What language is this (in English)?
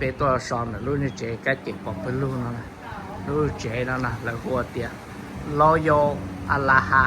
Hmong